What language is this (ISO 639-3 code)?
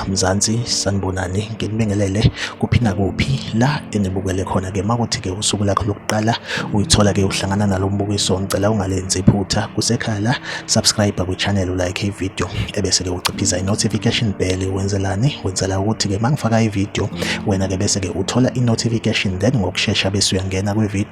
zul